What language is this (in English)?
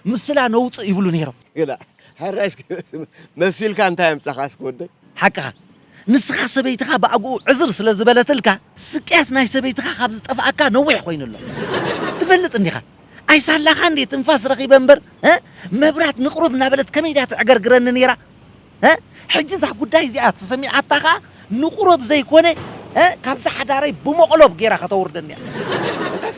Tigrinya